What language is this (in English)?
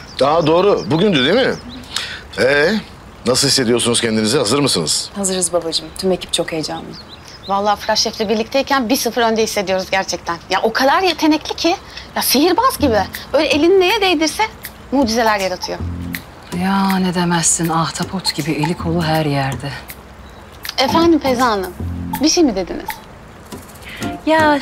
Turkish